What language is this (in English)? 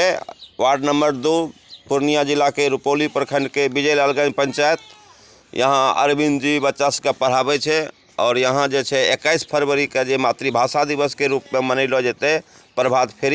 Angika